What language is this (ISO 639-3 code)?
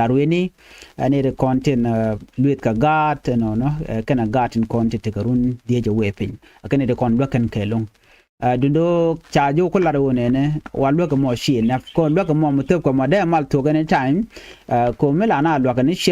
nus